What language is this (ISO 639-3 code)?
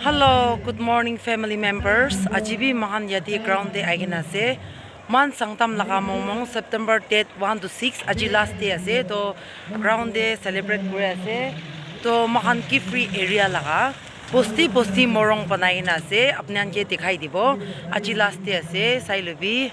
nag